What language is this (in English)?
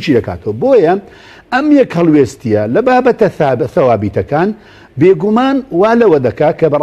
Central Kurdish